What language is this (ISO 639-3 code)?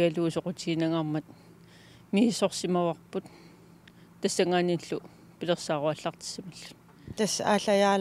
kal